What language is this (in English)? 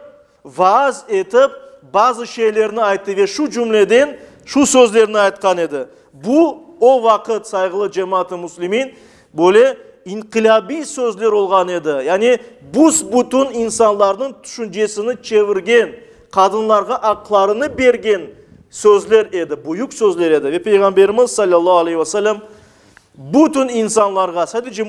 Crimean Tatar